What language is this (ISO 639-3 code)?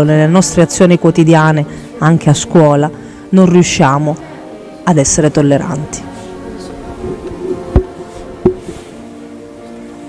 ita